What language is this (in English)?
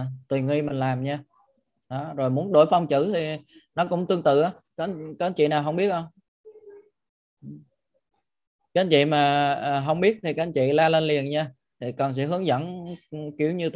Vietnamese